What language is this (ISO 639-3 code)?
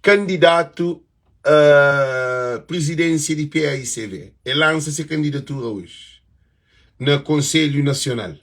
kea